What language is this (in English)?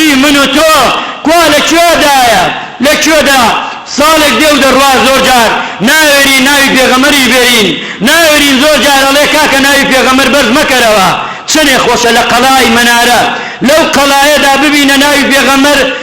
Central Kurdish